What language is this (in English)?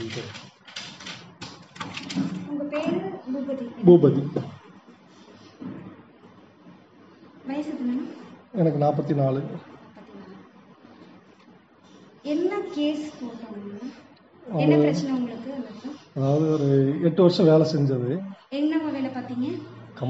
Tamil